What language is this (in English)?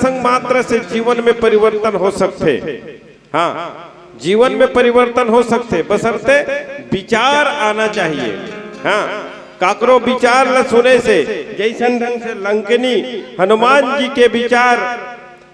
Chhattisgarhi